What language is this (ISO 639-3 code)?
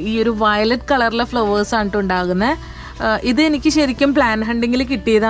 mal